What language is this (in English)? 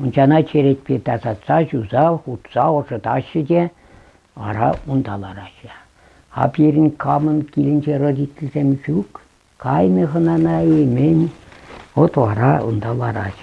Chuvash